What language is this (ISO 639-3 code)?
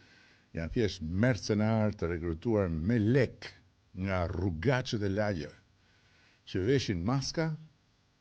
sqi